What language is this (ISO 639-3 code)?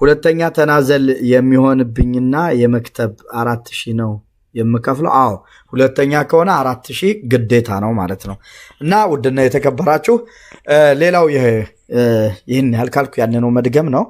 amh